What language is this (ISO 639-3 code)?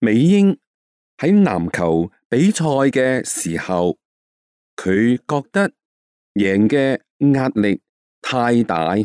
yue